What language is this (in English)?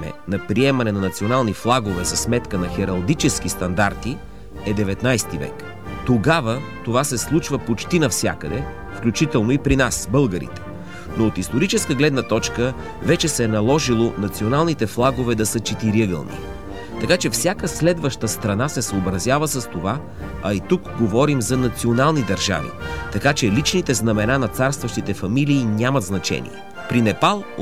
Bulgarian